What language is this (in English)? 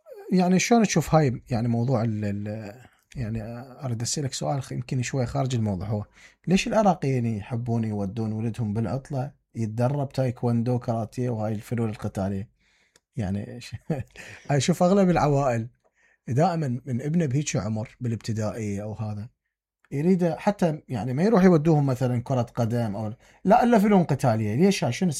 Mesopotamian Arabic